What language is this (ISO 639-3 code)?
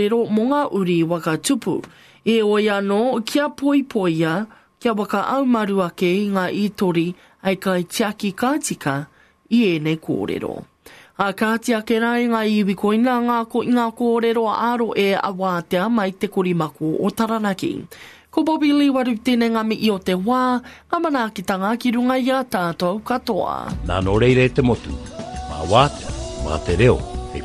mri